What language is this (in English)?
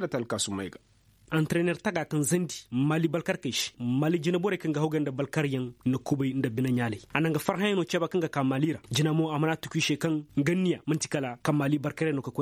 Koyraboro Senni